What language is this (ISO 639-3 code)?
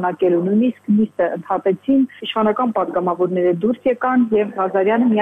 hye